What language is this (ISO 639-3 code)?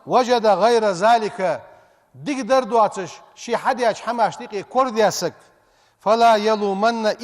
inh